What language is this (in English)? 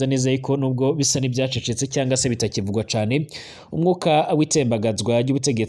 Rundi